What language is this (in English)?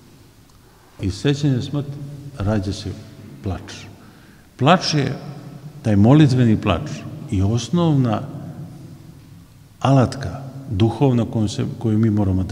Serbian